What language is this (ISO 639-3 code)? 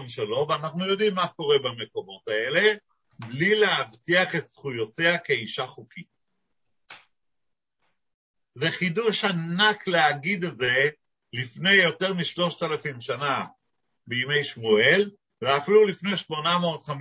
heb